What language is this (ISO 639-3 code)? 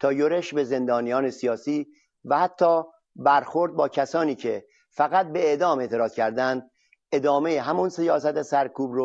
fas